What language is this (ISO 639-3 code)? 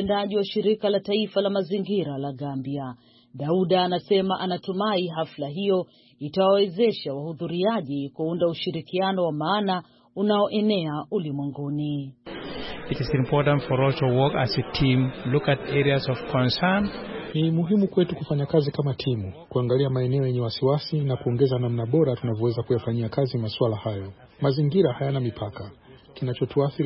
swa